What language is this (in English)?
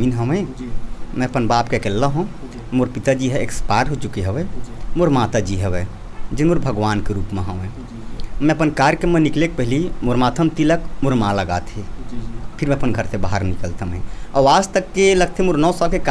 Chhattisgarhi